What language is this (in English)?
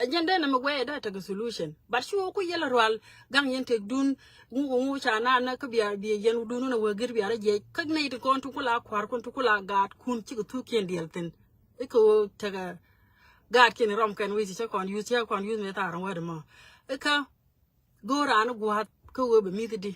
Nuer